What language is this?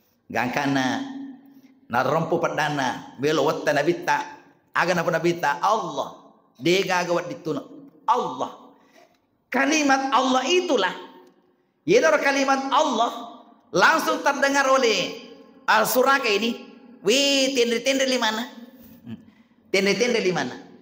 Buginese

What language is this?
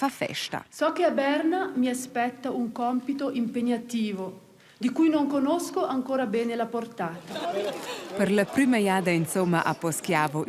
Romansh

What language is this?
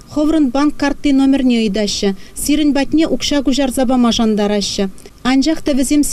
Chuvash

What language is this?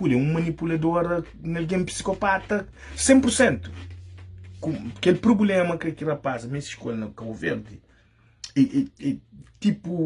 Kabuverdianu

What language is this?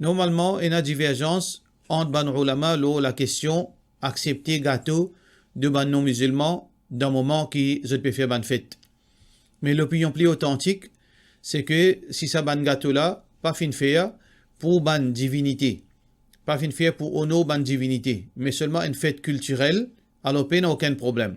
Morisyen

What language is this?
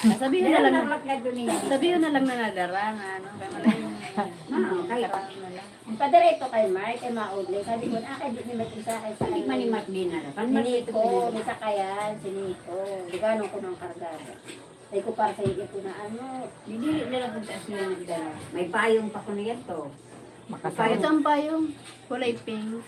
Bikol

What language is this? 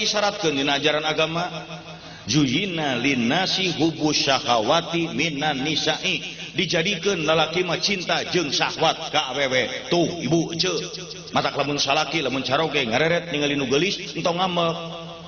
Sundanese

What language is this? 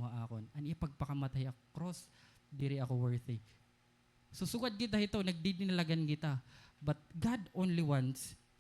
Waray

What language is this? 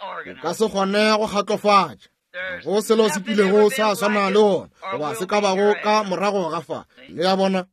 Northern Sotho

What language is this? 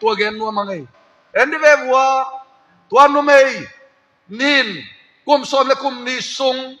Tedim Chin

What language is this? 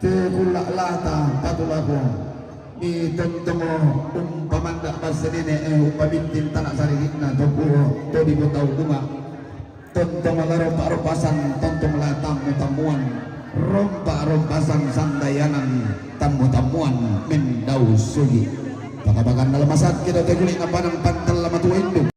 Toraja-Sa'dan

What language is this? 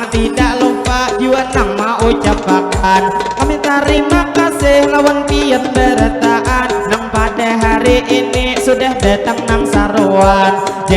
Banjar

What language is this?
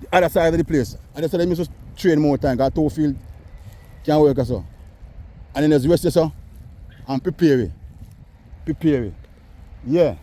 Jamaican Creole English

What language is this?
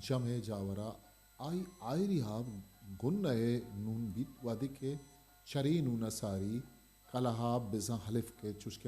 Eastern Balochi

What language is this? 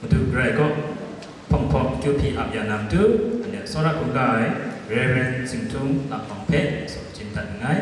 Kachin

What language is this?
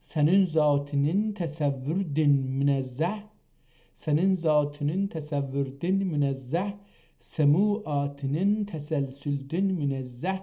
South Azerbaijani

